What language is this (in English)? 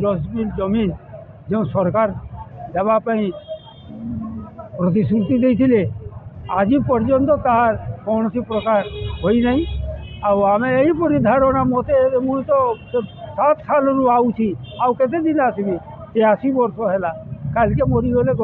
Odia